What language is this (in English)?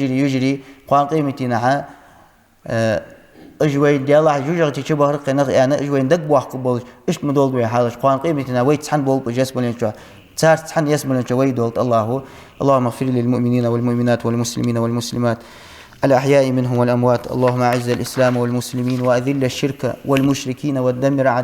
Ingush